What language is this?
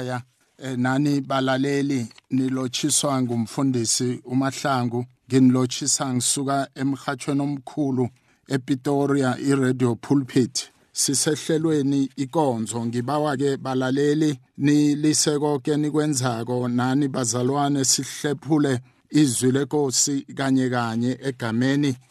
South Ndebele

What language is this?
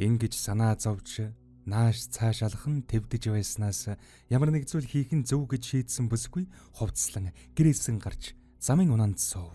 Mongolian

